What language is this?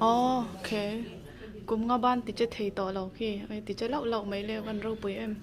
Mizo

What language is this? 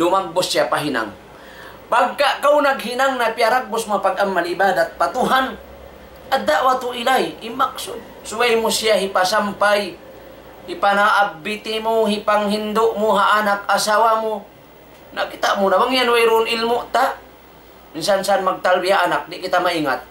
Tausug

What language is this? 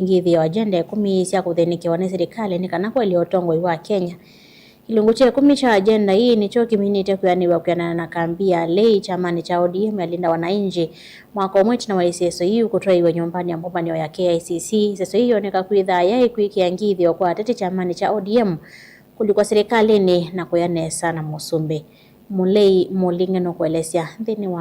Kamba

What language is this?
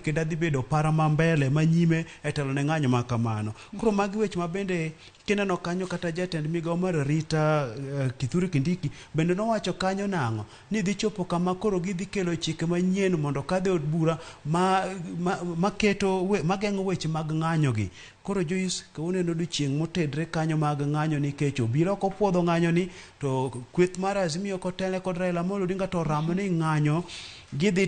Luo (Kenya and Tanzania)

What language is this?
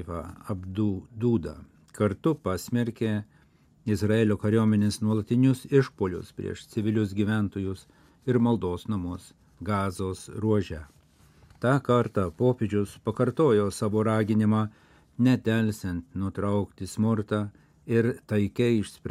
Lithuanian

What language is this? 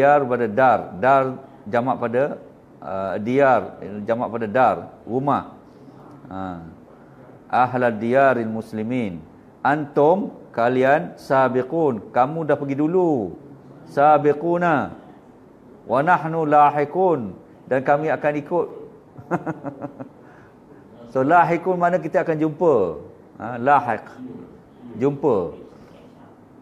Malay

